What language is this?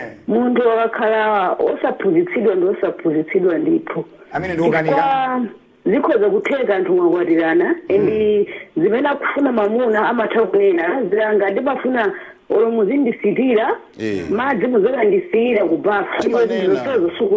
Nyanja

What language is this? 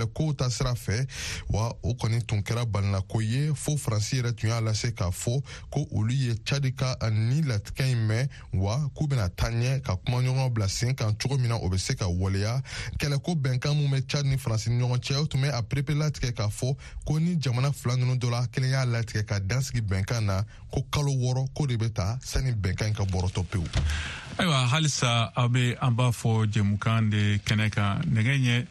Bambara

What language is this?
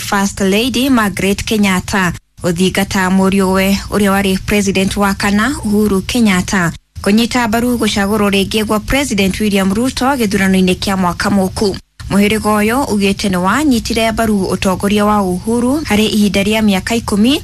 Kikuyu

